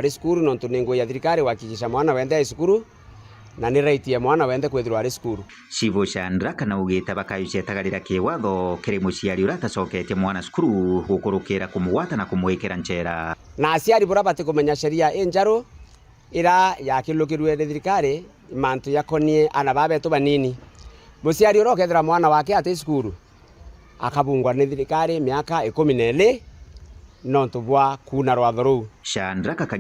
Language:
Meru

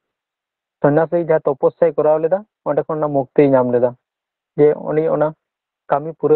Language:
Santali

